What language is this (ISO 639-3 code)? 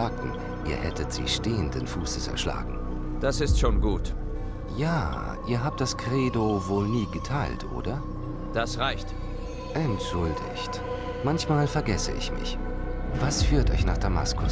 bar